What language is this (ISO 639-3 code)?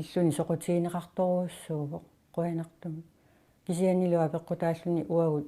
kal